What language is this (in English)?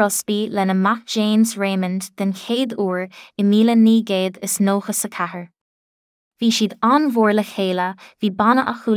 Irish